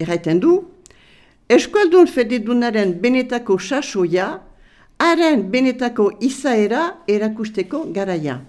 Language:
Basque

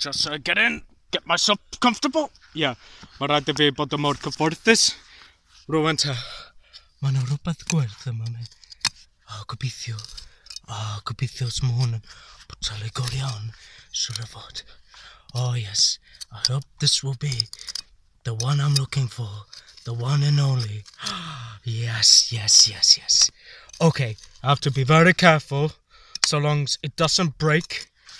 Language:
Welsh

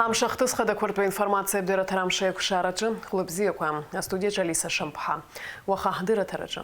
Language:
Abkhazian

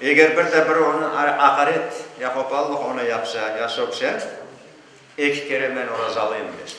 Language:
Crimean Tatar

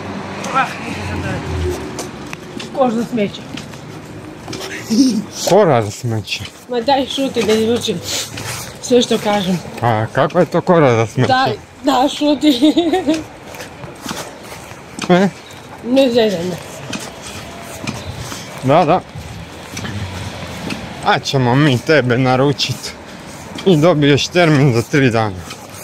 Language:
Croatian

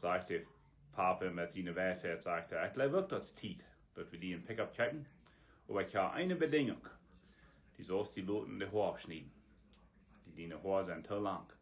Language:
Plautdietsch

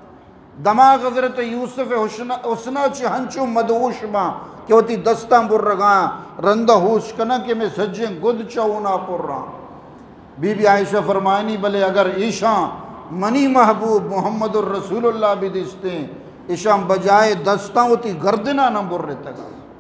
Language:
Eastern Balochi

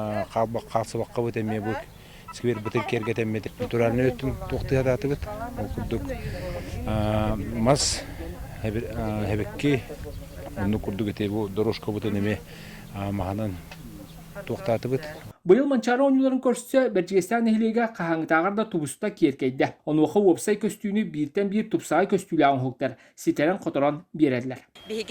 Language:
Yakut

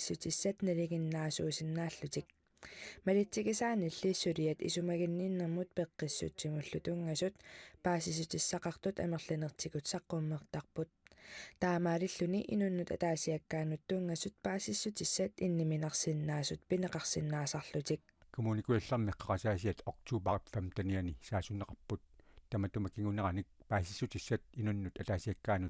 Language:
Kalaallisut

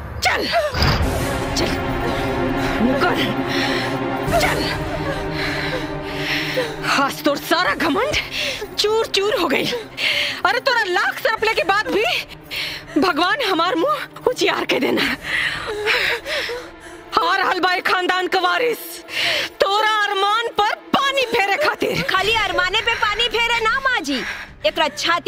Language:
Bhojpuri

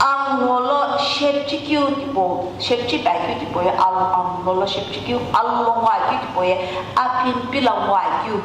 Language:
Sumi Naga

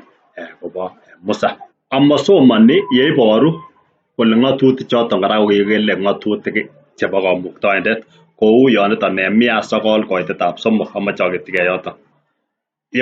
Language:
Kalenjin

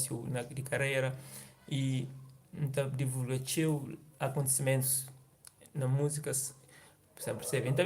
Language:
Kabuverdianu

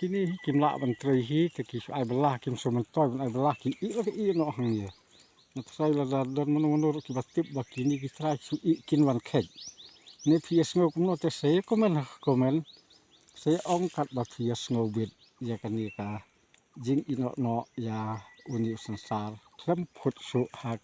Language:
Khasi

